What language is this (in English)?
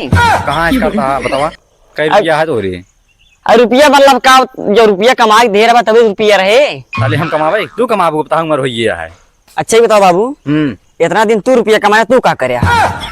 Awadhi